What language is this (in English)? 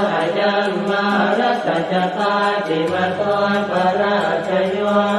Pali